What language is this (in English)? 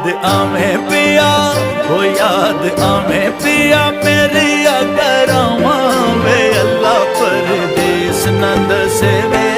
Pahari-Potwari